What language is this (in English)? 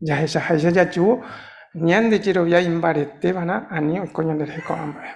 Guarani